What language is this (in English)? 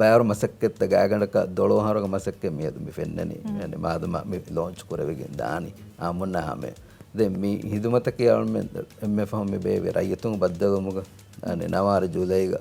Divehi